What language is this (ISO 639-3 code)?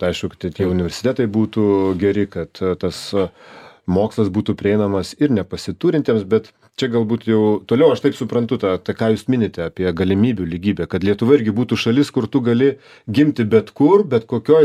lit